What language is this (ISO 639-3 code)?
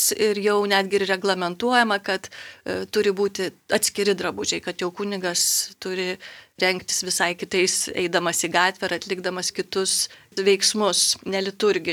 lit